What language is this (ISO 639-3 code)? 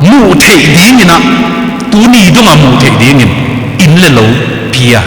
ctd